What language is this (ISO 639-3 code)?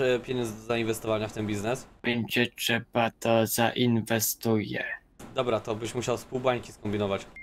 pol